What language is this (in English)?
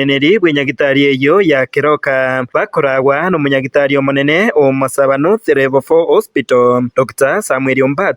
Gusii